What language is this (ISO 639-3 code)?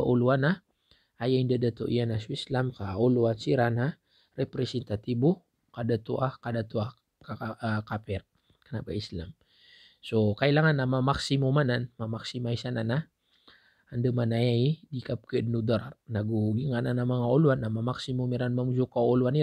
mrw